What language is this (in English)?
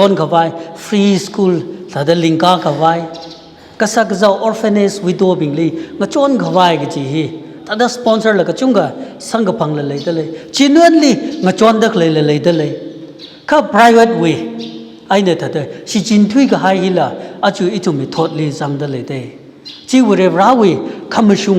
Tangkhul Naga (India)